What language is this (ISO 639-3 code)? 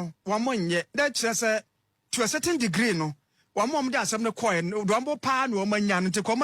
aka